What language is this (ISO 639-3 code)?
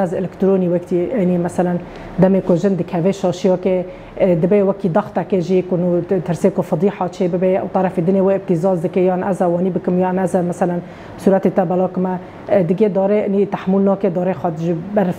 kur